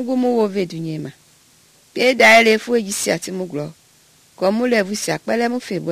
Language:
Mende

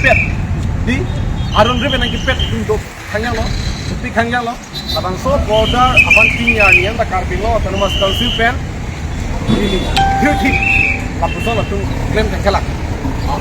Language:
Karbi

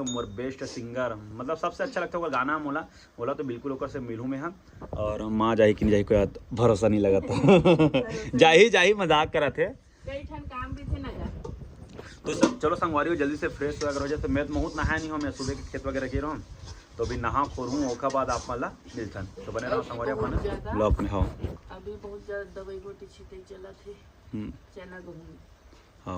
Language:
Chhattisgarhi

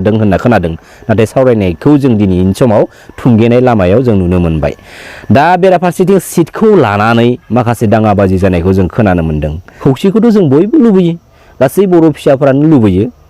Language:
Bodo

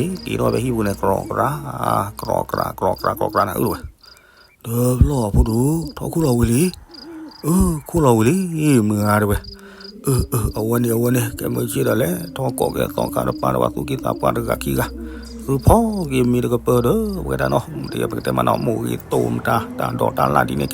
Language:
S'gaw Karen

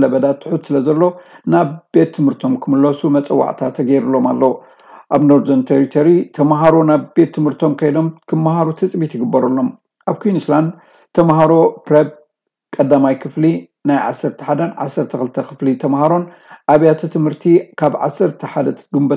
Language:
Tigrinya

